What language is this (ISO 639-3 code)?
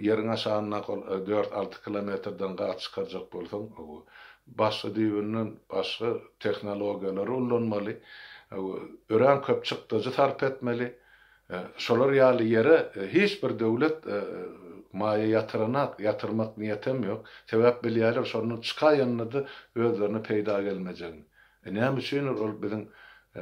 tuk